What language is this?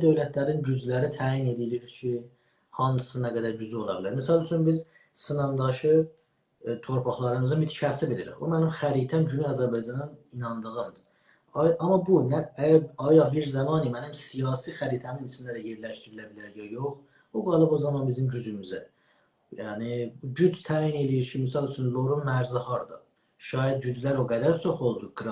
South Azerbaijani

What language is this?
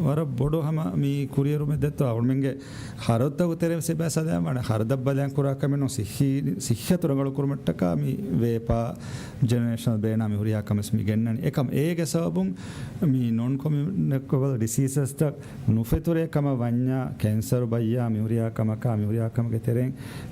Divehi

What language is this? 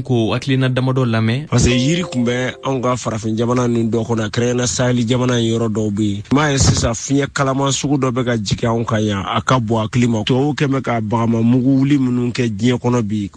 Bambara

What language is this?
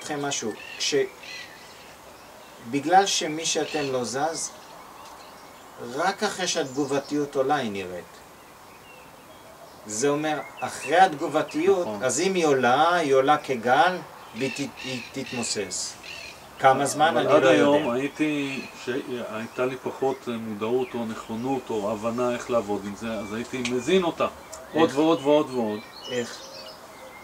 Hebrew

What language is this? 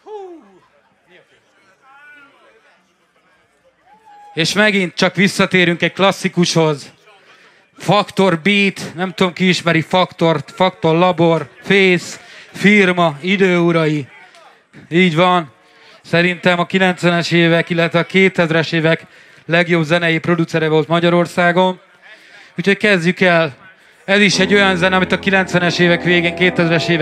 Hungarian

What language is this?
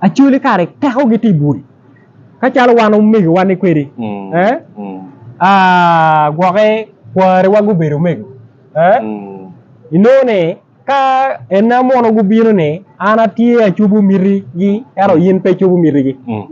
Acoli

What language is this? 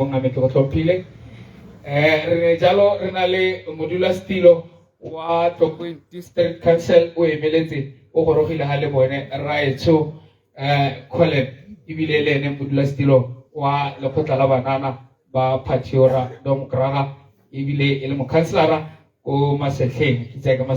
Tswana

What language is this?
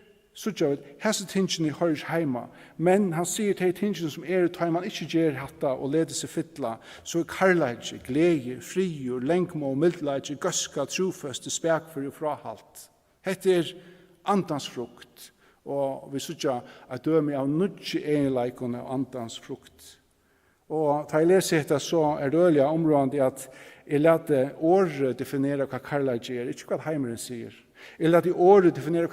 Faroese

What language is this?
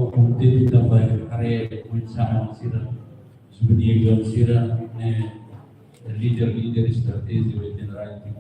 Tetum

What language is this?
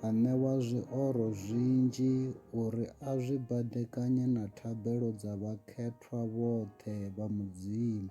Venda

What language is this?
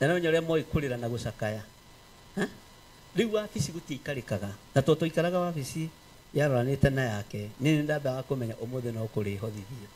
Kikuyu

